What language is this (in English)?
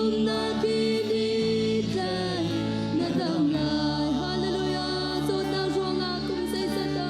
Hakha Chin